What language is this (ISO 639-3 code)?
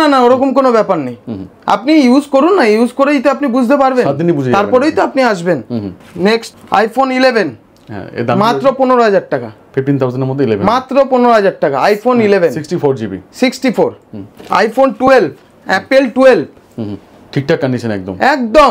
ben